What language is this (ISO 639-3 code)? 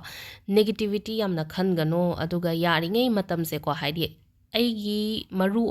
mni